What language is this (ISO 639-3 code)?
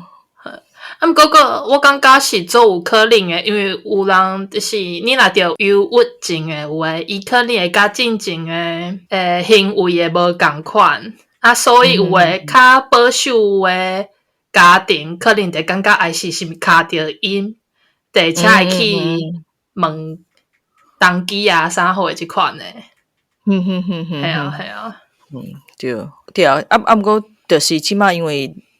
nan